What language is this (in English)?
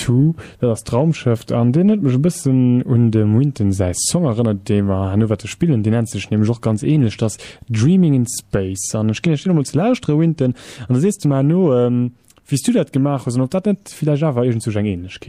Luxembourgish